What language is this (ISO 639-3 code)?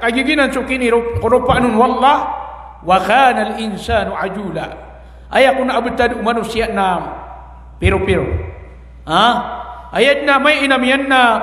mrw